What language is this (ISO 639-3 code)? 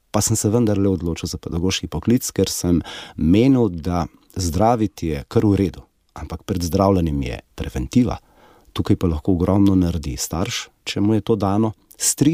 slv